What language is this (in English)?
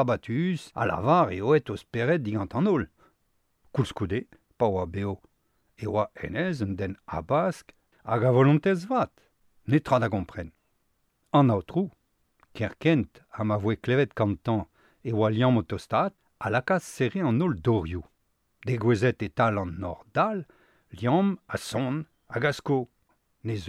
Breton